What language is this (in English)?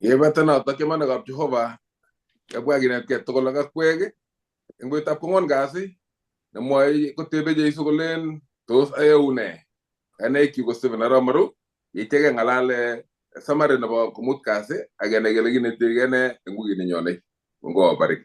Kalenjin